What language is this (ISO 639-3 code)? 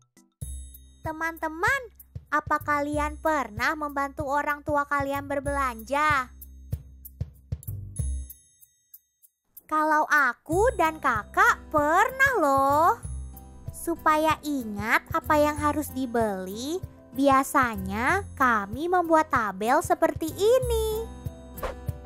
ind